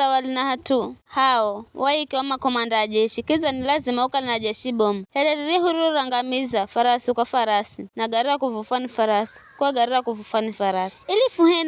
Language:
Giryama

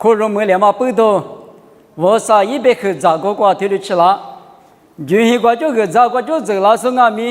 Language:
Lisu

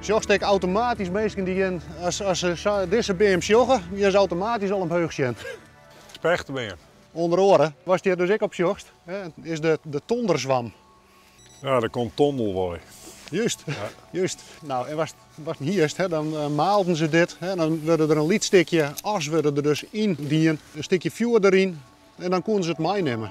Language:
Western Frisian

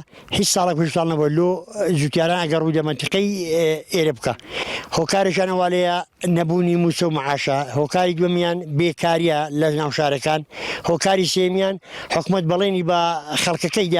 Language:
Central Kurdish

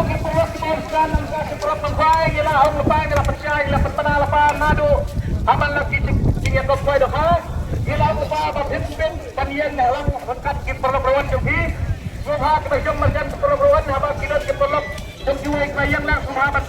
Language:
Khasi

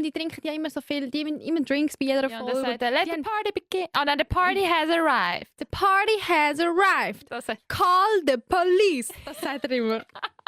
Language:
Swiss German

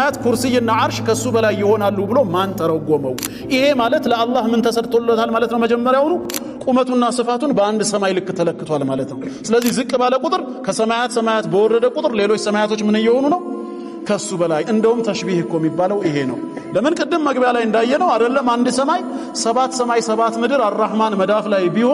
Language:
Amharic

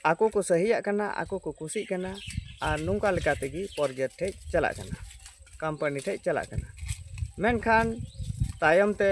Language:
Santali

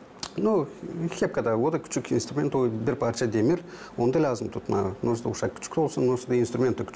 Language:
Gagauz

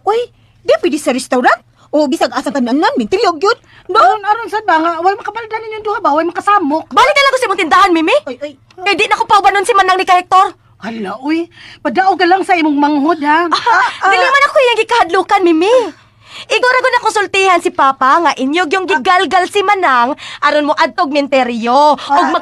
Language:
Cebuano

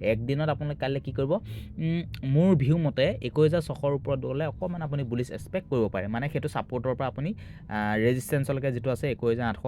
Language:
Assamese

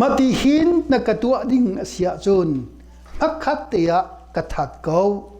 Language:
Hakha Chin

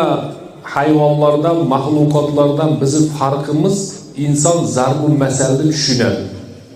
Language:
Uzbek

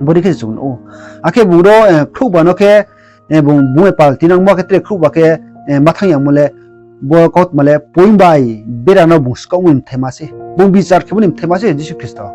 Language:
Riang (India)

